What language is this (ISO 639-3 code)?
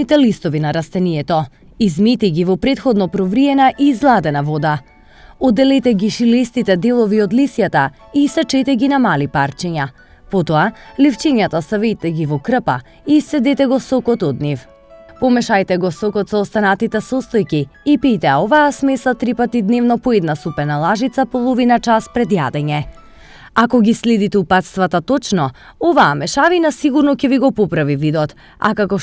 mkd